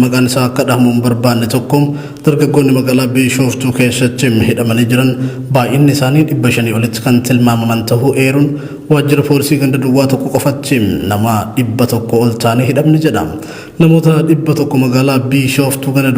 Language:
Oromo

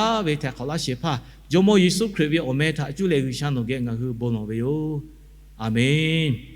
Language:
Lahu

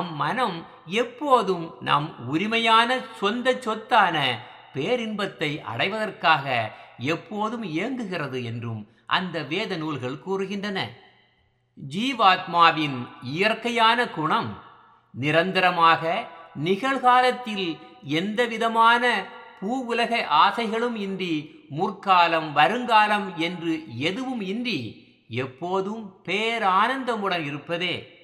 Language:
Tamil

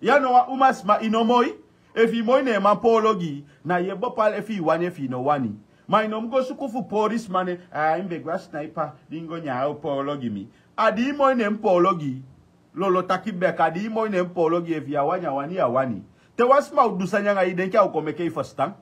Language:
Sranan Tongo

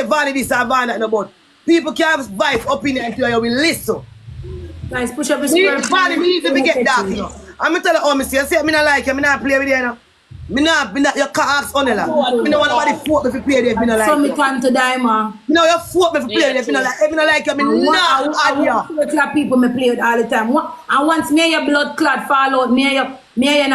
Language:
Jamaican Creole English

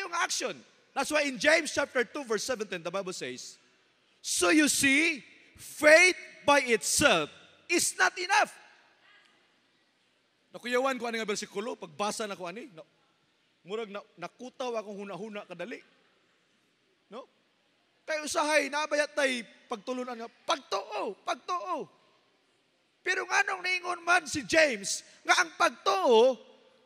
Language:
Cebuano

